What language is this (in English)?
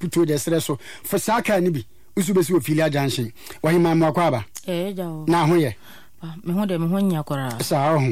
Akan